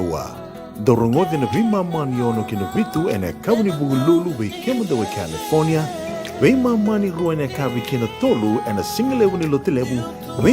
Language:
Fijian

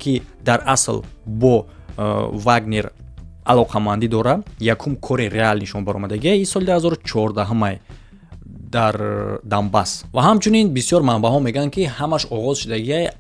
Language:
Tajik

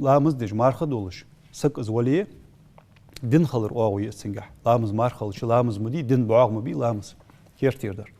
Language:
Ingush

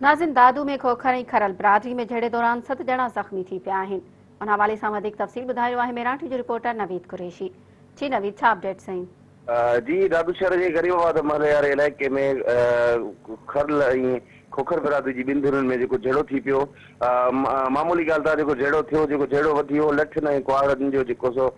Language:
Sindhi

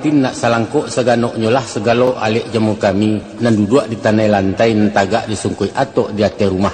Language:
Minangkabau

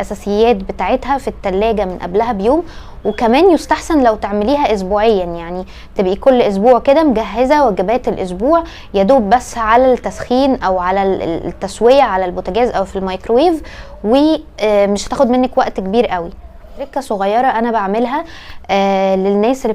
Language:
Egyptian Arabic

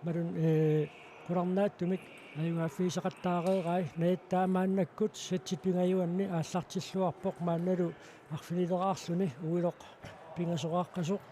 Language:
Kalaallisut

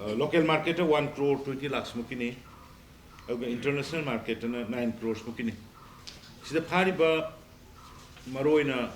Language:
Manipuri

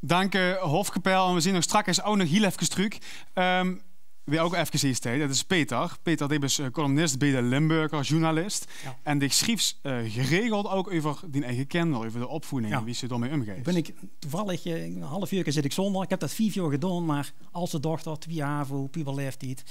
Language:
Limburgish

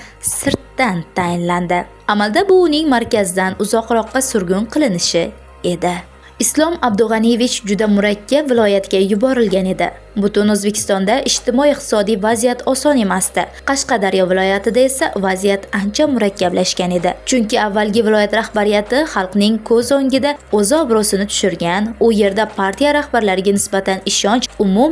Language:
Uzbek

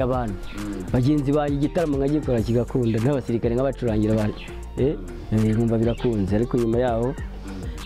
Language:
Kinyarwanda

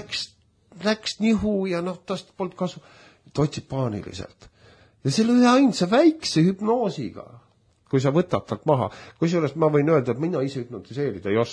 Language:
Estonian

